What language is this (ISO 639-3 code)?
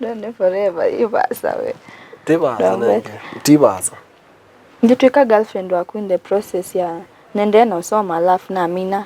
kam